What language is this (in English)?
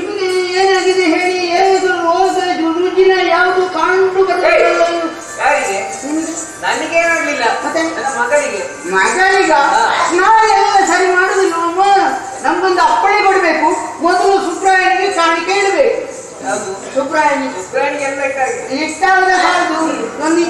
Kannada